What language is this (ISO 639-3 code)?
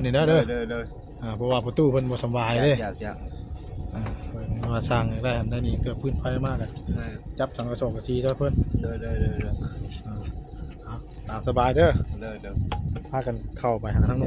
tts